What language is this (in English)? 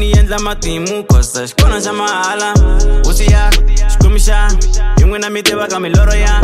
Tsonga